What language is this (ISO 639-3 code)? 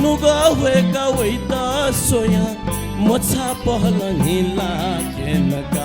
new